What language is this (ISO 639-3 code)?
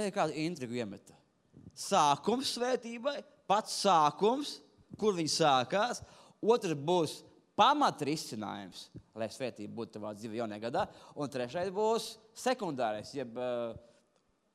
lav